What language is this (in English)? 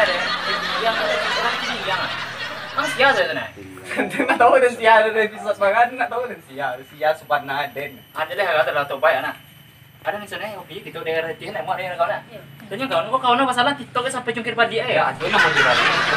Minangkabau